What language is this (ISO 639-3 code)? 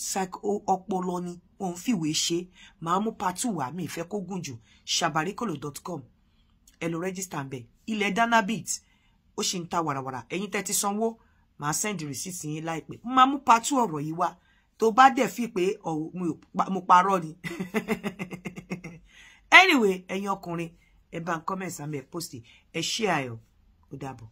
yor